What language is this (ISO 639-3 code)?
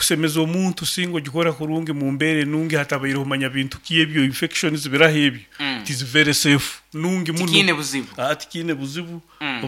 nyn